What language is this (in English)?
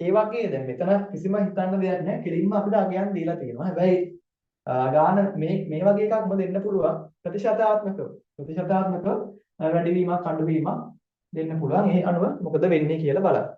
Sinhala